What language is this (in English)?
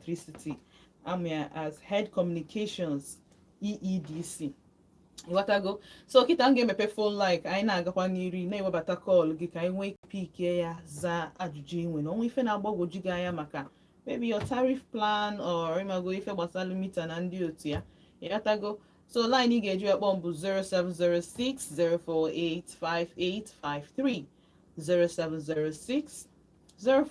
Igbo